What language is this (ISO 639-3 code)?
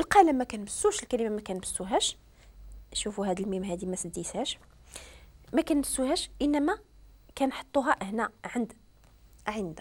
ary